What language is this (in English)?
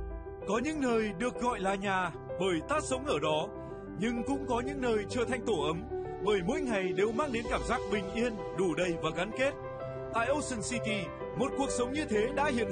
Vietnamese